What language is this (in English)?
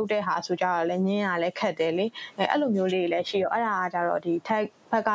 Burmese